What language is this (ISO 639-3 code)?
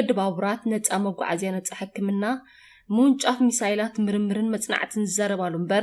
tir